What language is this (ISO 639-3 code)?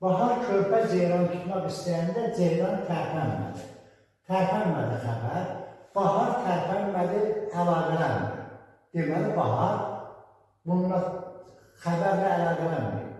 aze